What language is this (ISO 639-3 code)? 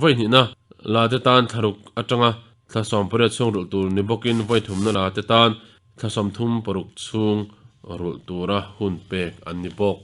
lus